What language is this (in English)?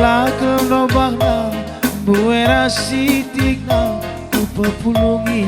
Batak Karo